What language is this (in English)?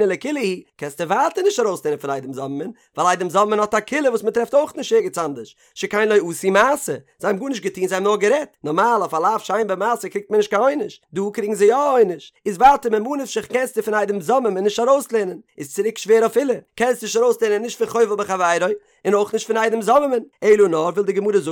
Yiddish